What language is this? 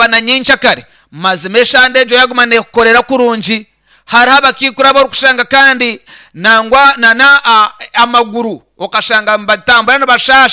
Nyankole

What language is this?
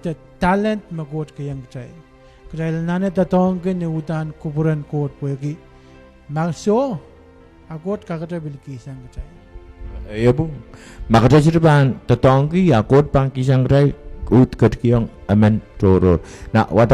Pohnpeian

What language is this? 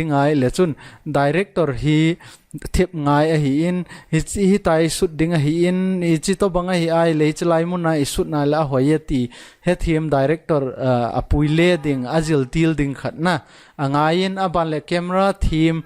Thado Chin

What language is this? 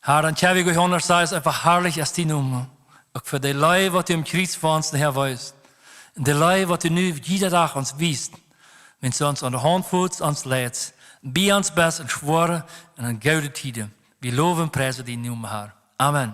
Plautdietsch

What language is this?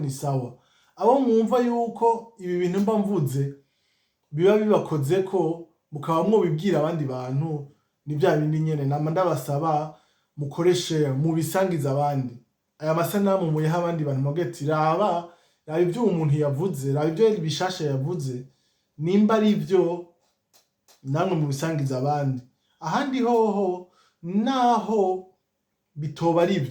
Rundi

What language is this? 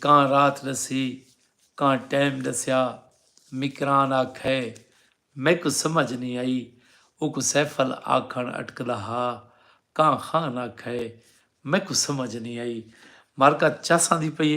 Saraiki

